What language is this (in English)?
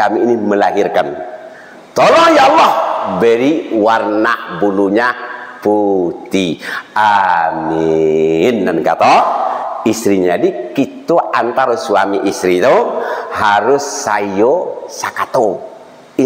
Minangkabau